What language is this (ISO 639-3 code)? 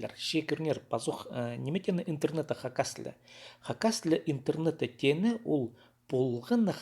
kjh